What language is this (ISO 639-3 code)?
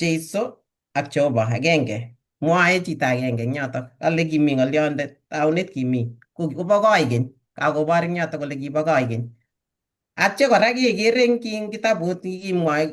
kln